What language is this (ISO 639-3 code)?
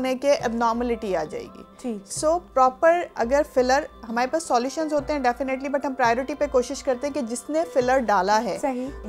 hin